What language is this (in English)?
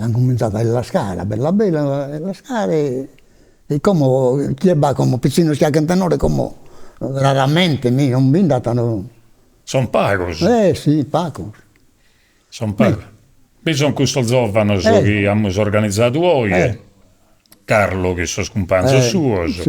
Sardinian